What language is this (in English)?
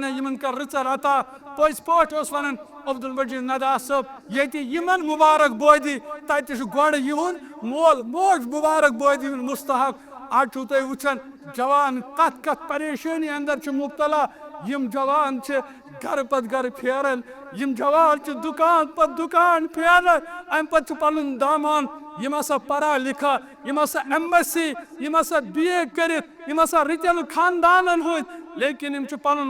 Kashmiri